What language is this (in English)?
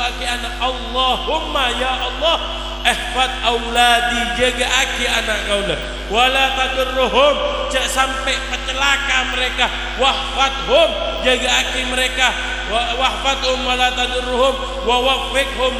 Madurese